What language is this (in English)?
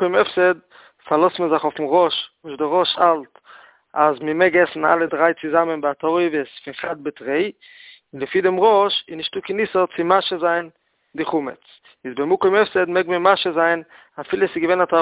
Yiddish